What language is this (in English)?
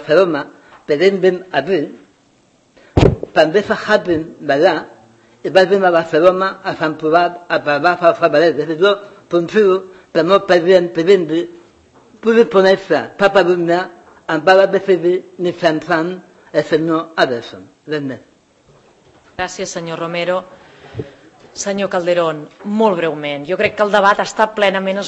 Catalan